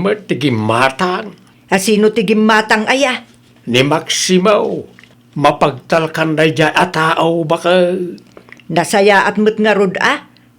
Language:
Iloko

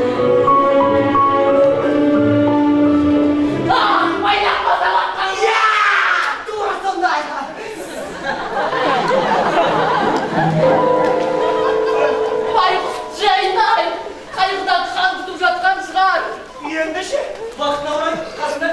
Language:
Kazakh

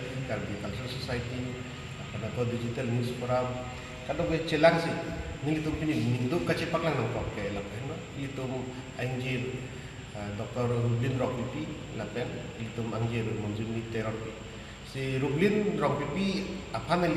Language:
Karbi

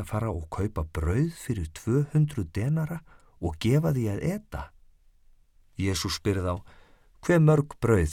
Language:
Icelandic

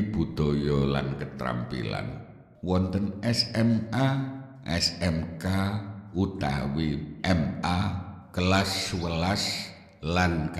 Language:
Javanese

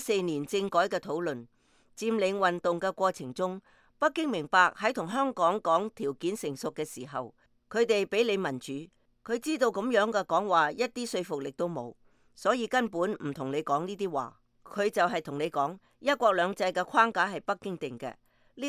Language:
Cantonese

